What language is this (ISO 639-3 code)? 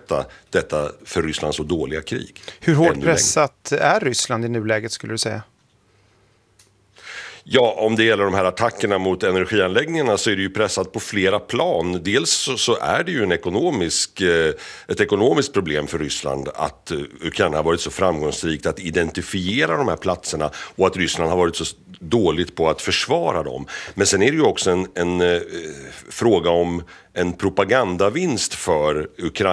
swe